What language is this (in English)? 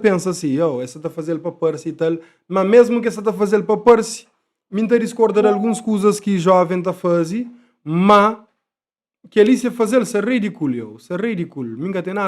Kabuverdianu